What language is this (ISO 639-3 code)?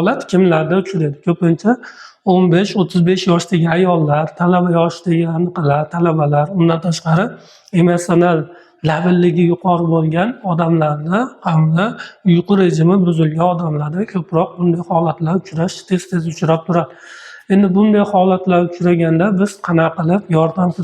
uzb